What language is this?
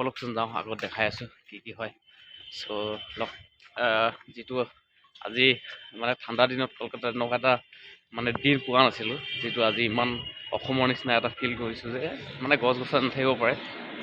Assamese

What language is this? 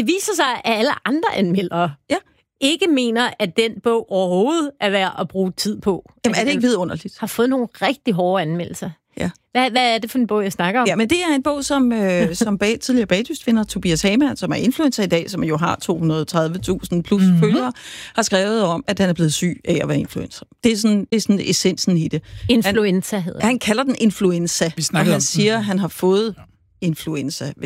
Danish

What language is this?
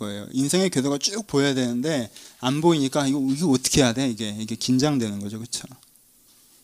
Korean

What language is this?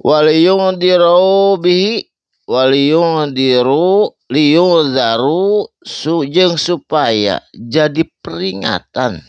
Sundanese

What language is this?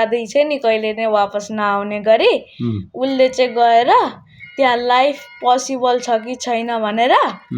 Nepali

